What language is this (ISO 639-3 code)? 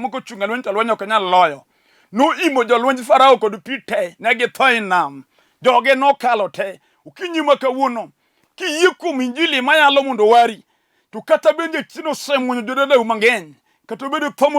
luo